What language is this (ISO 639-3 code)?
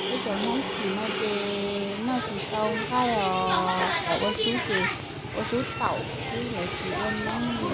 hmn